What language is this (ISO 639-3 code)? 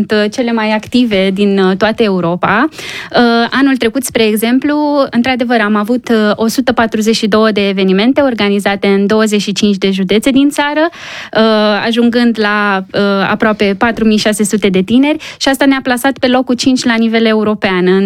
ron